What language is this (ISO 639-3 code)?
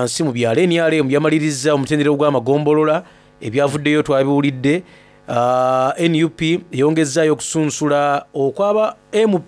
xog